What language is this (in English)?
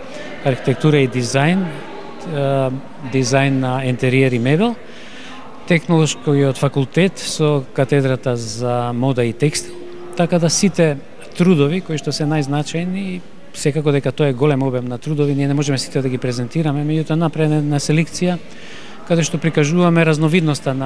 Macedonian